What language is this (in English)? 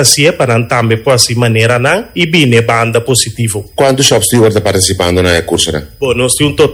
Papiamento